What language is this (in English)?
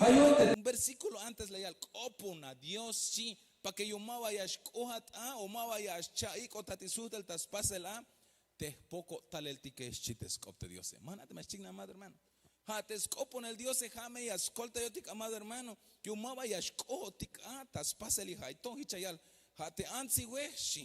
Tzeltal